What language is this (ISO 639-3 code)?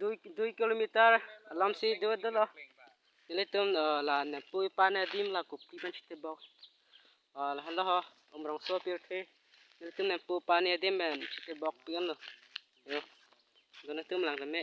mjw